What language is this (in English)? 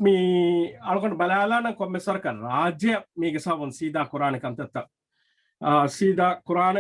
Divehi